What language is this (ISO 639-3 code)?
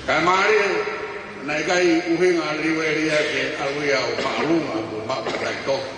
ton